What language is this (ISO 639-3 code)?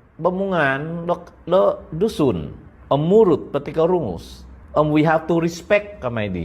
dtp